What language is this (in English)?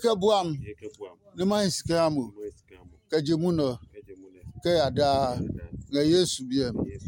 Adangme